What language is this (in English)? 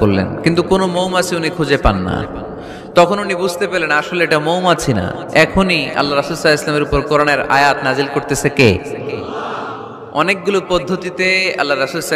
Bangla